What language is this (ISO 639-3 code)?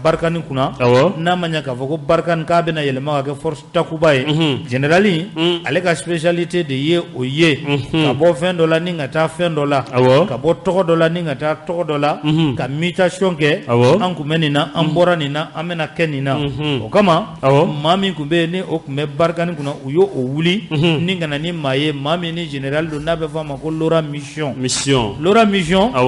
bam